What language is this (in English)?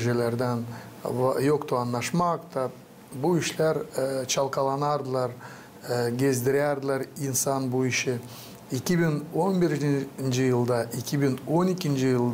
Gagauz